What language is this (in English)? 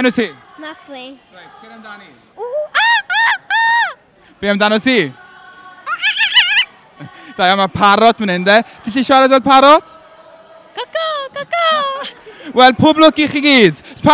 Welsh